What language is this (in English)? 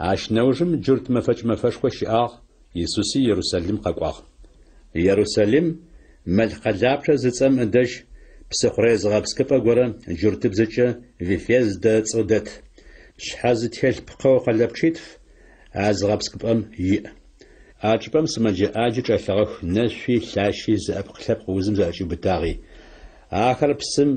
Adyghe